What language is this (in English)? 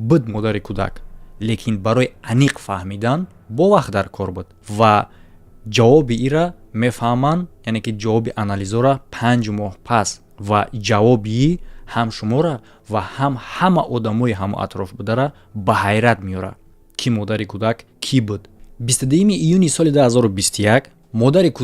Tajik